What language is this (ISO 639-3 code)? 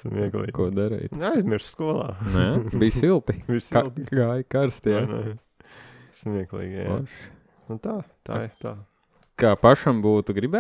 lav